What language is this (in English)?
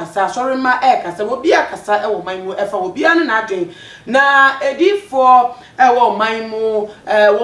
Akan